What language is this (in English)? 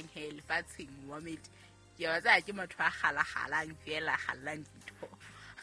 Southern Sotho